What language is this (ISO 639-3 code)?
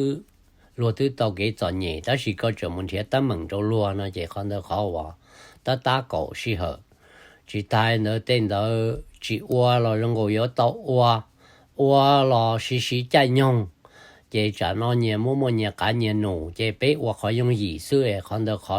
hmn